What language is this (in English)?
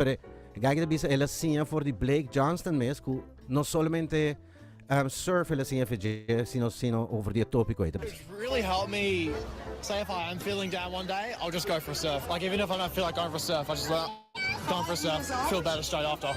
Papiamento